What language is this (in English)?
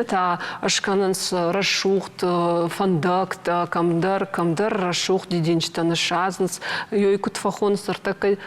Ossetic